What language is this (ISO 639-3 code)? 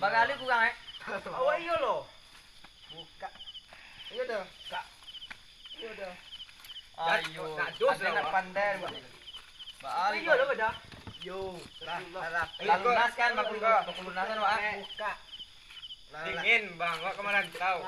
min